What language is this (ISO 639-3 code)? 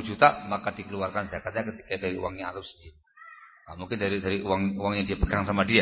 ind